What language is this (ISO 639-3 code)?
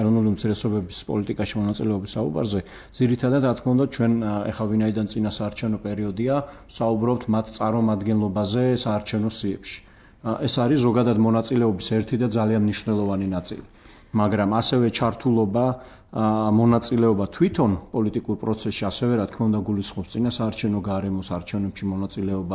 kat